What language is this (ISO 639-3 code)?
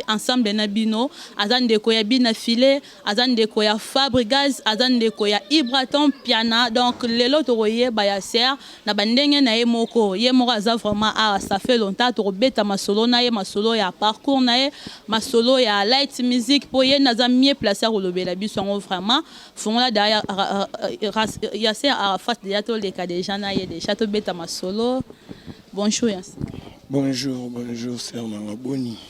lin